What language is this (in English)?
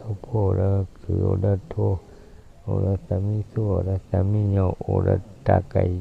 S'gaw Karen